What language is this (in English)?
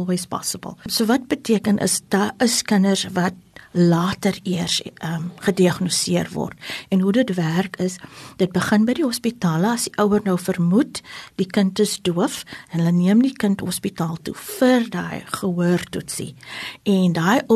Afrikaans